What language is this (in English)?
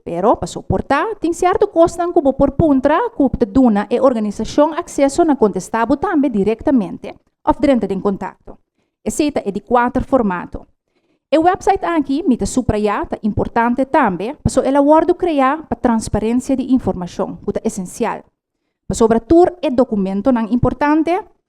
Papiamento